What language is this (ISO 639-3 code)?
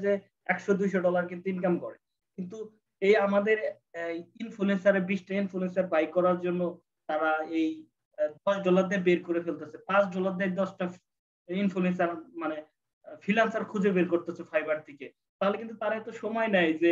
ben